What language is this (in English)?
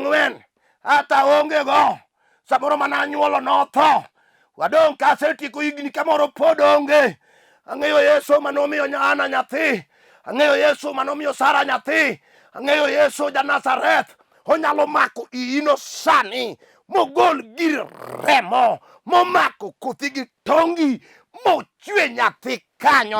Luo (Kenya and Tanzania)